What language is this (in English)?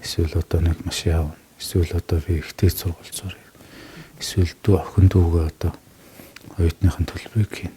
Mongolian